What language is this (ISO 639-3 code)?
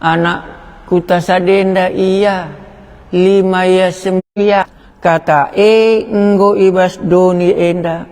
btx